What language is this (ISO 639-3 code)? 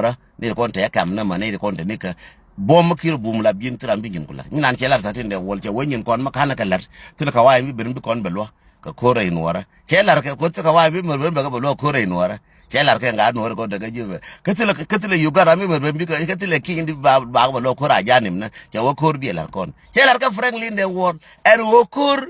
nus